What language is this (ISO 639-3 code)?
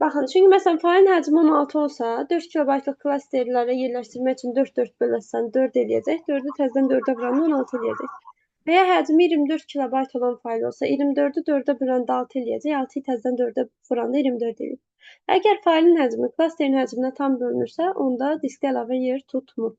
aze